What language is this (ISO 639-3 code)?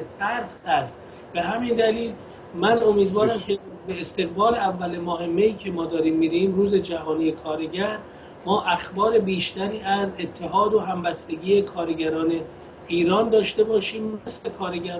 fas